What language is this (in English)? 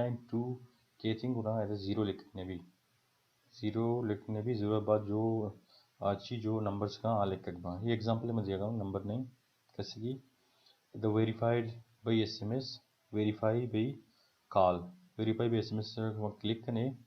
Baluchi